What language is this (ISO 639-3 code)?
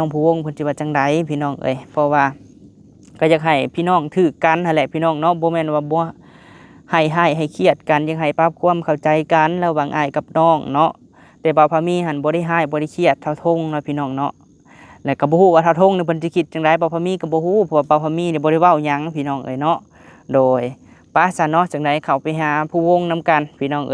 lao